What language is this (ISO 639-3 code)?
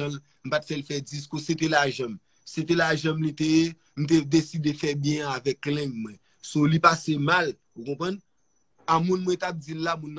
hat